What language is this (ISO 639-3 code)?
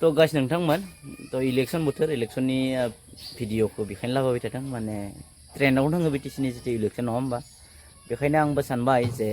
brx